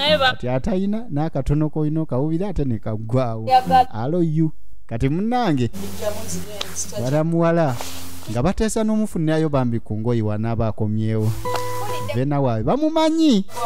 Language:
Ganda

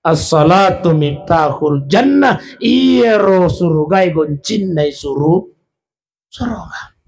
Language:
Buginese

